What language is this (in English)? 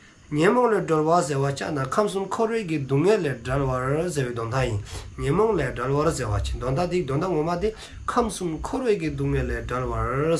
Dzongkha